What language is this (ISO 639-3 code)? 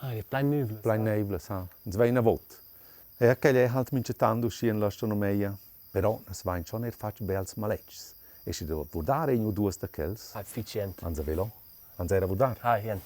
roh